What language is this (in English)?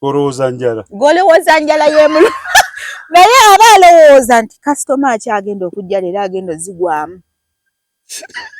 Ganda